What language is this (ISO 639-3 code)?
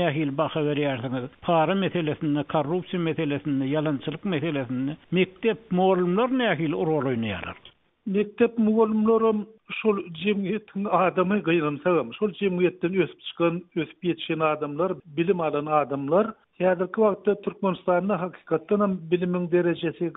tuk